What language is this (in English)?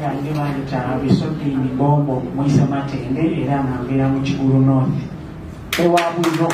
Soga